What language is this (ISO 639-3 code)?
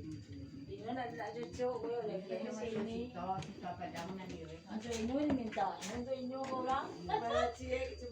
min